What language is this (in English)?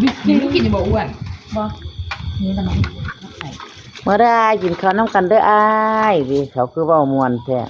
Northeastern Thai